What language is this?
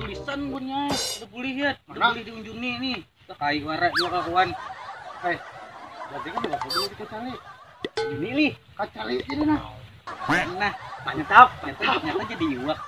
Banjar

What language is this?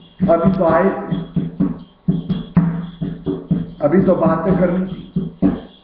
Hindi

